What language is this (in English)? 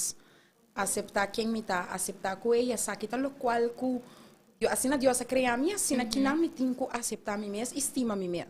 Papiamento